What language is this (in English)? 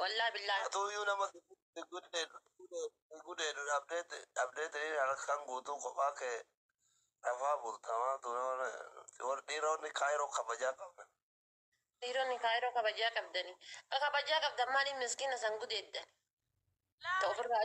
Oromo